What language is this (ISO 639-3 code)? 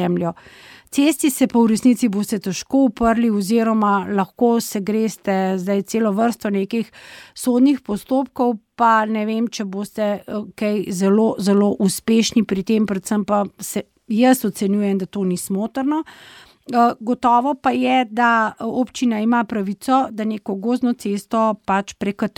slv